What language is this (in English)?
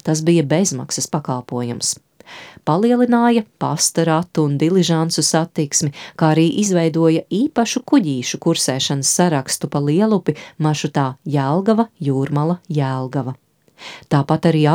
Latvian